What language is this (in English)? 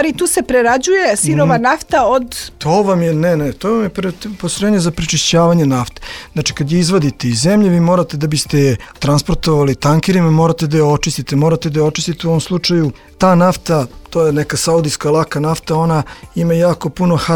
Serbian